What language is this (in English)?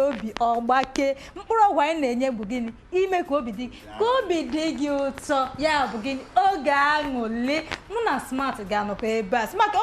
Igbo